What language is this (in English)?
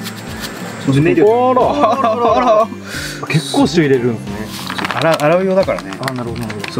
Japanese